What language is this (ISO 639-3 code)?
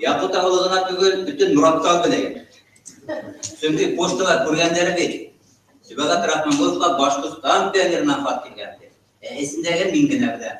bak